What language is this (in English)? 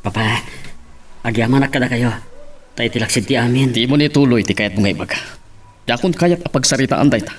Iloko